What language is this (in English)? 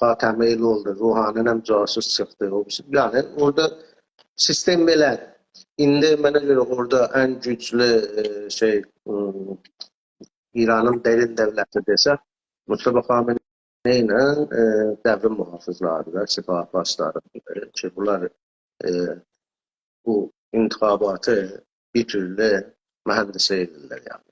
South Azerbaijani